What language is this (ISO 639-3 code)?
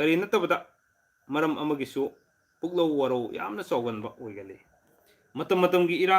mni